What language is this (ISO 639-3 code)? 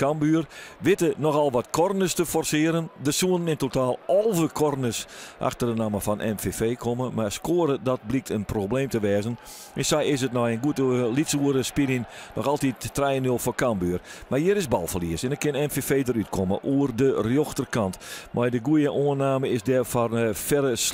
fry